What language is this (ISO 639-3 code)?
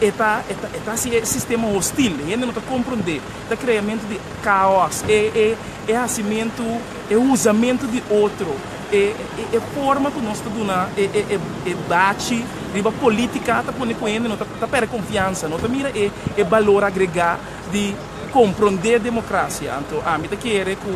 pap